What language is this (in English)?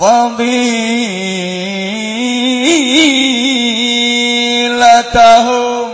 Javanese